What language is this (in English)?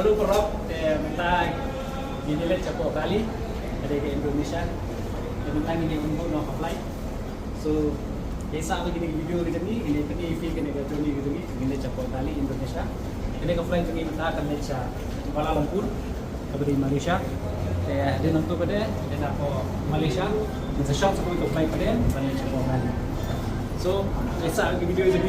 Khasi